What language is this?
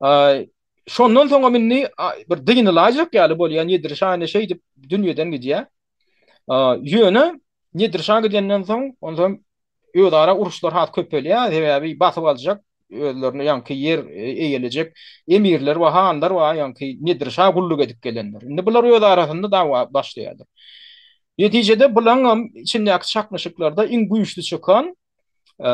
Turkmen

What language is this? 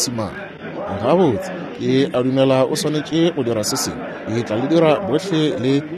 Northern Sotho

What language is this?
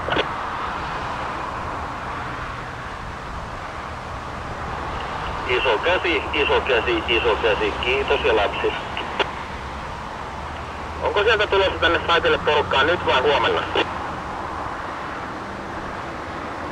Finnish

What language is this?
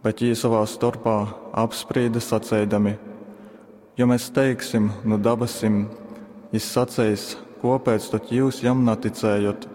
Latgalian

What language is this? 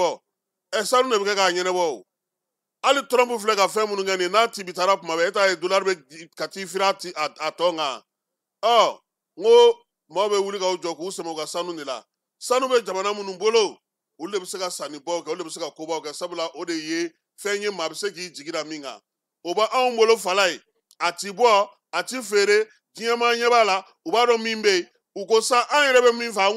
Bambara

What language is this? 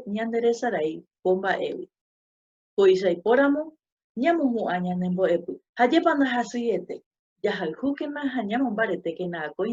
Guarani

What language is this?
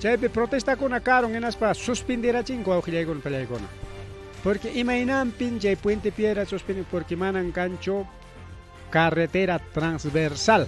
Ayacucho Quechua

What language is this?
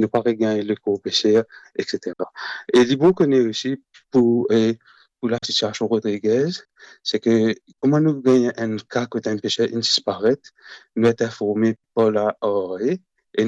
Morisyen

